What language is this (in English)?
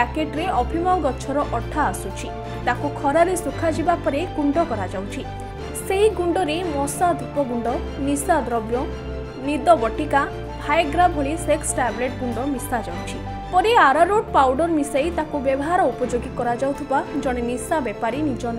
Odia